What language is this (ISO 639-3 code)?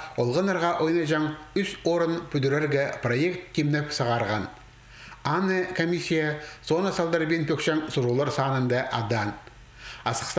kjh